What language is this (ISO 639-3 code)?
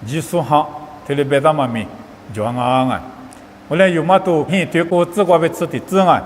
lis